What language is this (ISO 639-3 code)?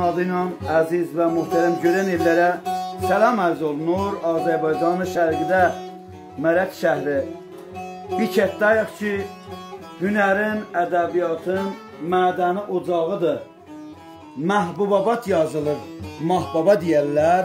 azb